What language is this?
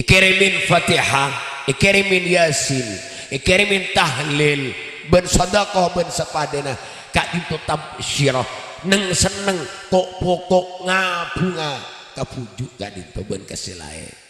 Madurese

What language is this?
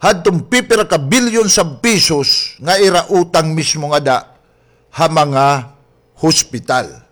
Waray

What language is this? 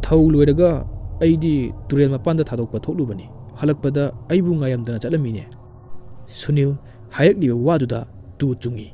Manipuri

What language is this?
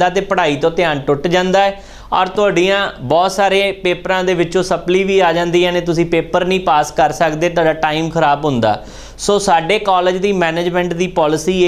Punjabi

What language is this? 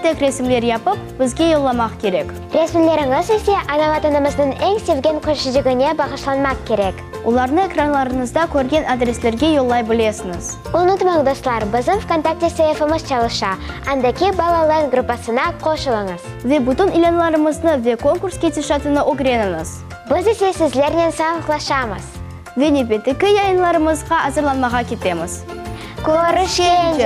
Crimean Tatar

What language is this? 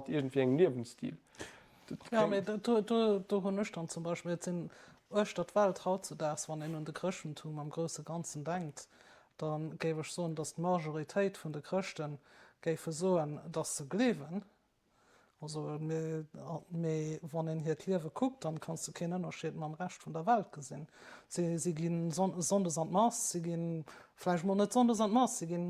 Luxembourgish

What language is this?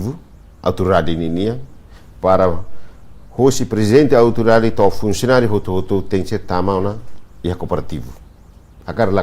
Tetum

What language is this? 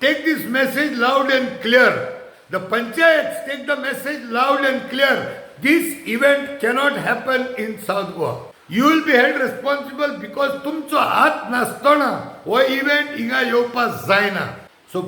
Konkani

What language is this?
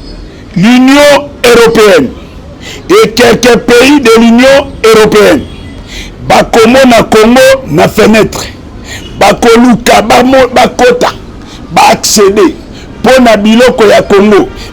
Lingala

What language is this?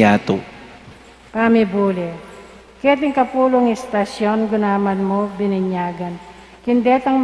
Pampanga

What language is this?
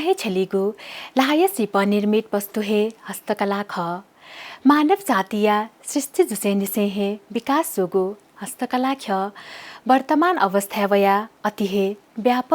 Newari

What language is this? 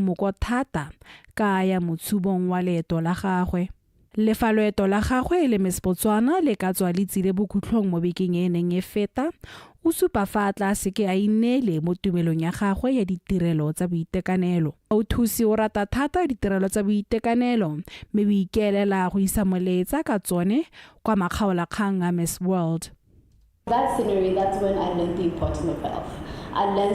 Tswana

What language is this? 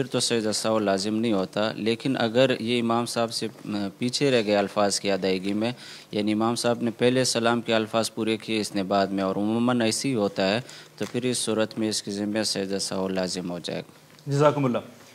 Urdu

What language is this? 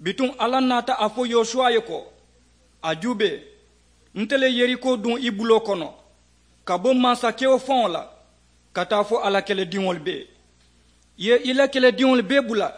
Mandingo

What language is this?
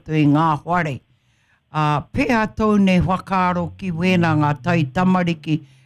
Māori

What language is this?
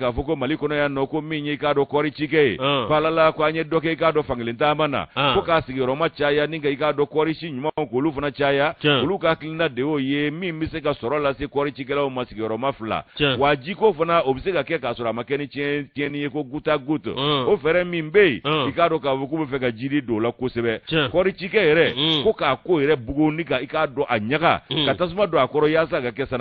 Bambara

